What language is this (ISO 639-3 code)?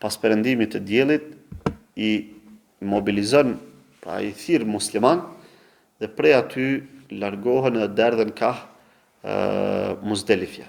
sqi